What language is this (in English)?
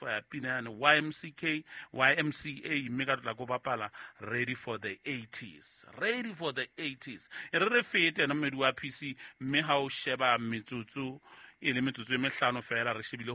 Southern Sotho